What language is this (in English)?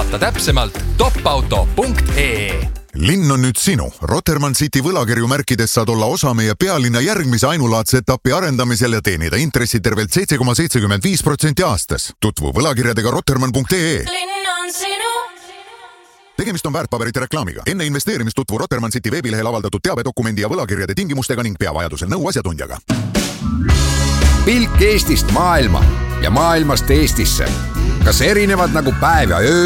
Estonian